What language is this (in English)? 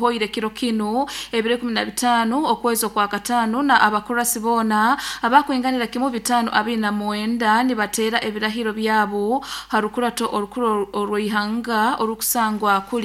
Nyoro